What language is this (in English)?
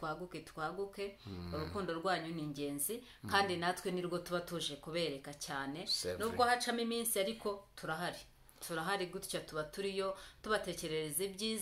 Kinyarwanda